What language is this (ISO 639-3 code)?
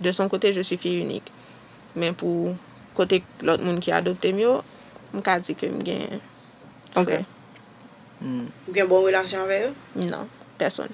hat